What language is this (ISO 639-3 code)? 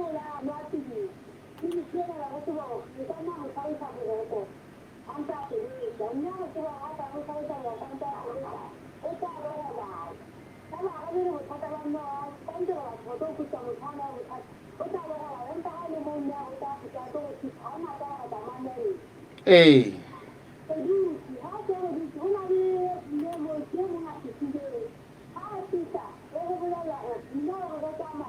sot